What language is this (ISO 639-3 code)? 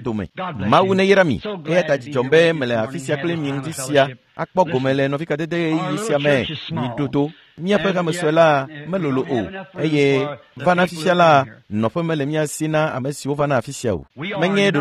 ewe